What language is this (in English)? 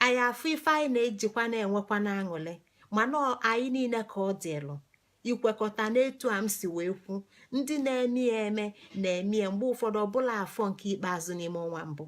Igbo